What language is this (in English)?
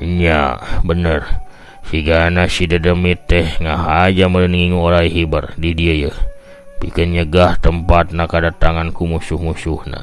Sundanese